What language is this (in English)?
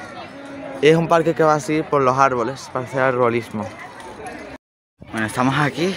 Spanish